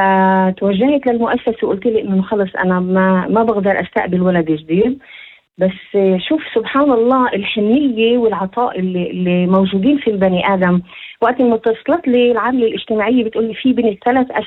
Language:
North Levantine Arabic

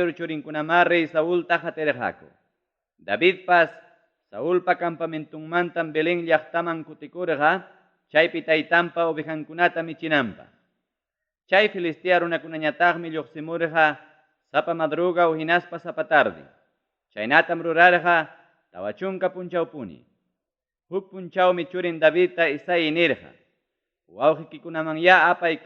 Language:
Ayacucho Quechua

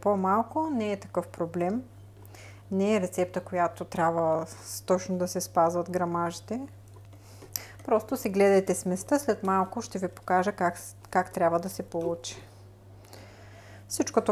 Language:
Bulgarian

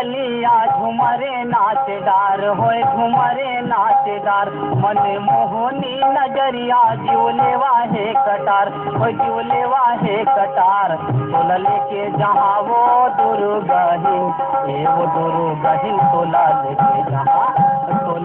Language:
Chhattisgarhi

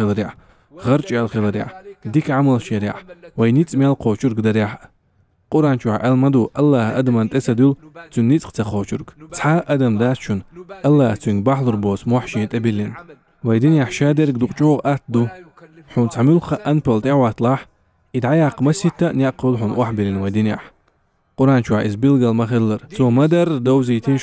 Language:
Chechen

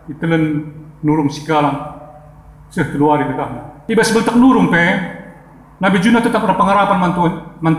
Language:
Batak Karo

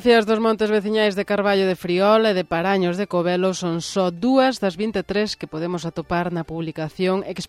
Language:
Galician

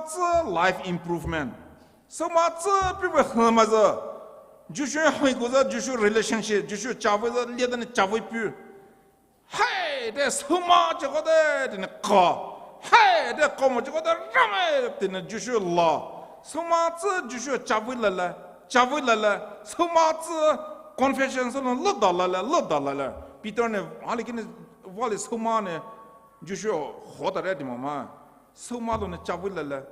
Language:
Poumei Naga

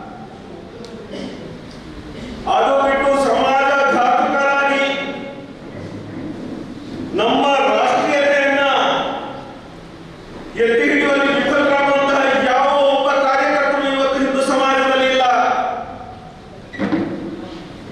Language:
Kannada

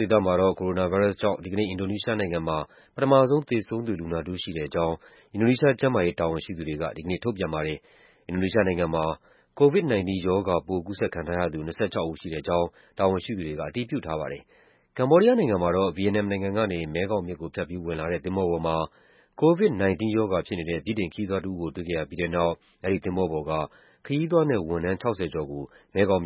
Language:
Burmese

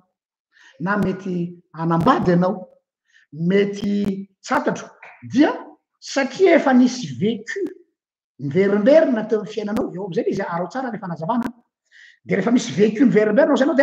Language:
Malagasy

